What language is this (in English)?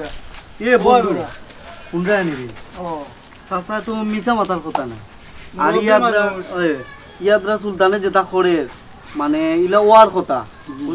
Sylheti